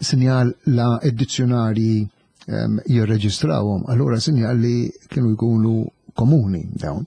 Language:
Maltese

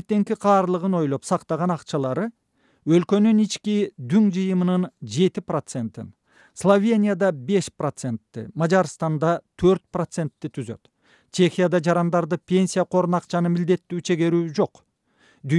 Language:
Kyrgyz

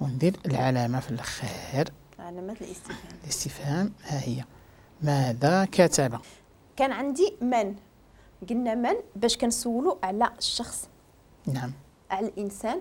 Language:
Moroccan Arabic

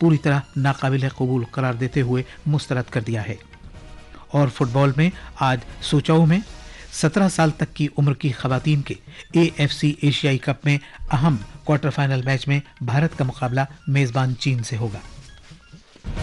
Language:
Urdu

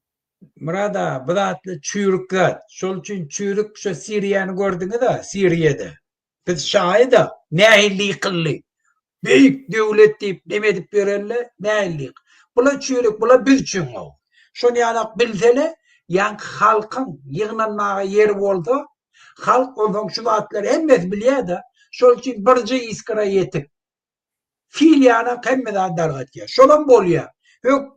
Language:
Turkmen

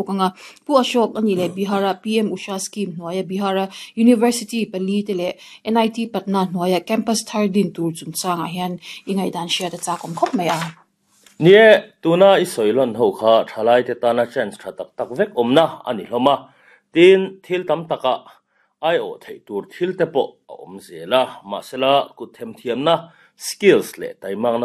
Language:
Mizo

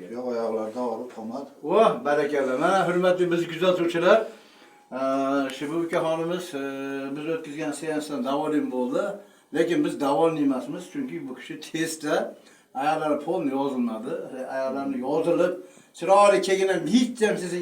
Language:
Uzbek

